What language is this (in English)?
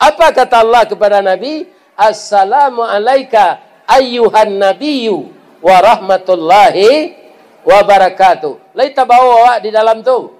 Minangkabau